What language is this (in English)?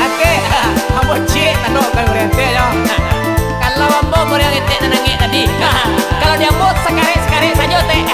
Minangkabau